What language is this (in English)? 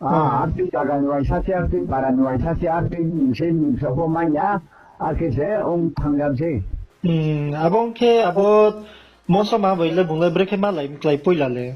Riang (India)